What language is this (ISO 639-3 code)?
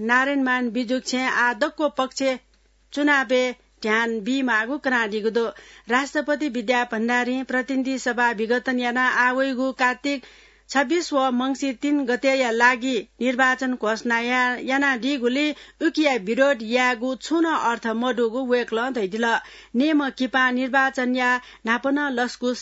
new